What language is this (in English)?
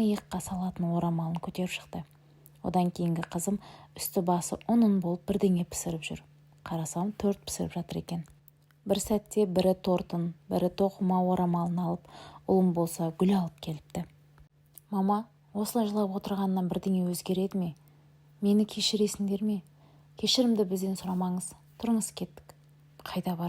Kazakh